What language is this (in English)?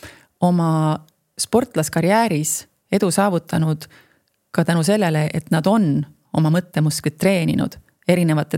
Estonian